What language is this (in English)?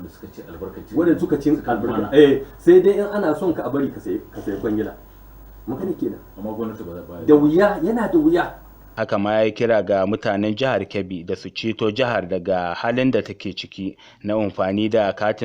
Hausa